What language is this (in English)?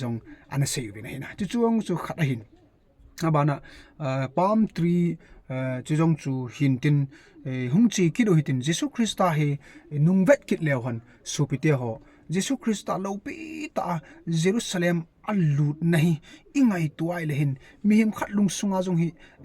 Thado Chin